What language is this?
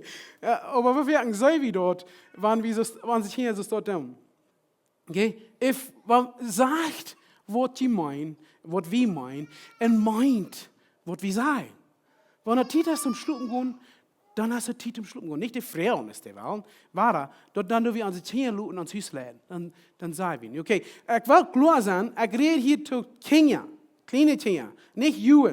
Plautdietsch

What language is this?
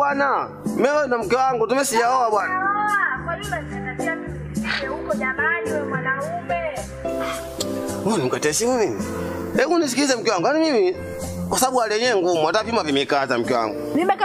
Swahili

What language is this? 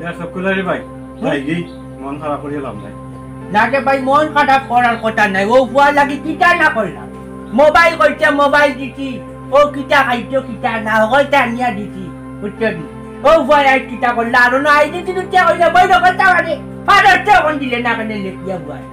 Sylheti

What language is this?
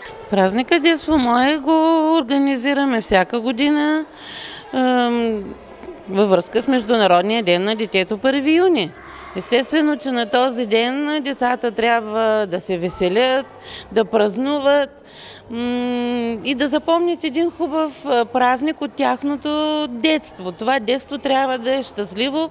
Bulgarian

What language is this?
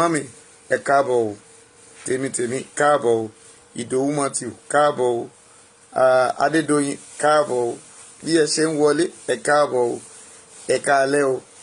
Yoruba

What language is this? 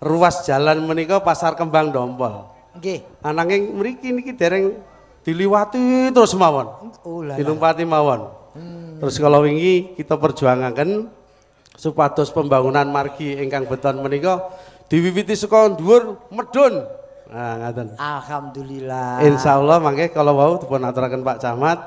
Javanese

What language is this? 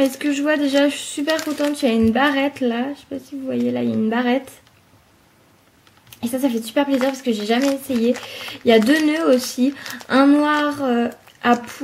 French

